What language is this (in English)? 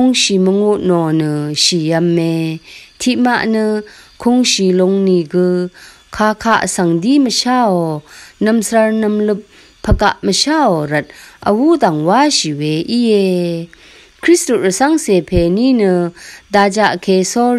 Rawang